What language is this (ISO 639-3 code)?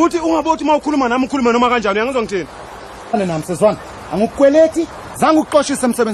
zul